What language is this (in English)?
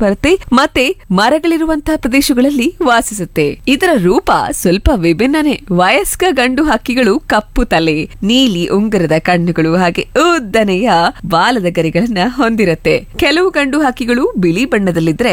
Kannada